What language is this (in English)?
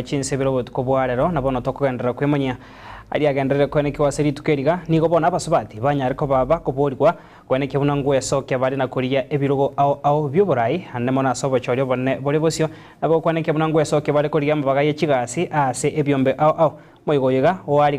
Gusii